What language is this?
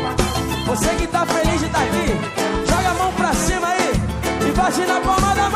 Portuguese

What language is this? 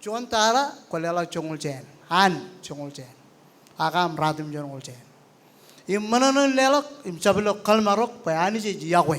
Marshallese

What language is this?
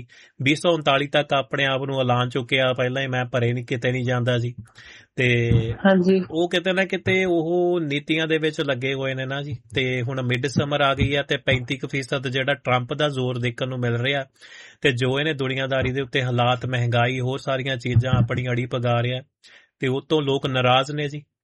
Punjabi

